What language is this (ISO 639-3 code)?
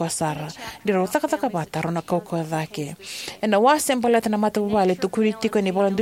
fij